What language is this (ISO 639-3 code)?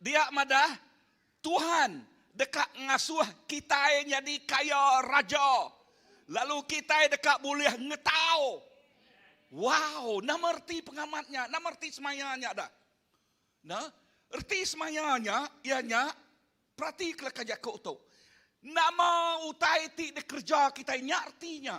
iba